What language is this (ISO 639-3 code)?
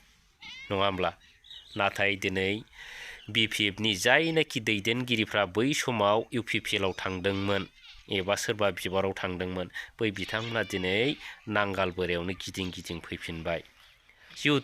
brx